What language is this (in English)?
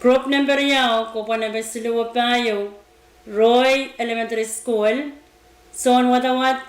Pohnpeian